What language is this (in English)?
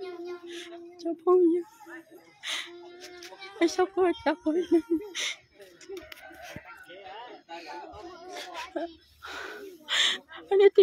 Vietnamese